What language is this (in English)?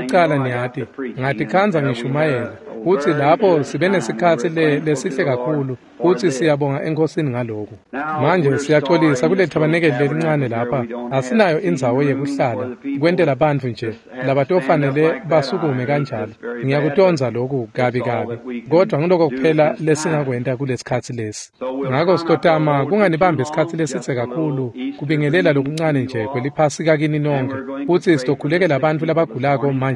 Swati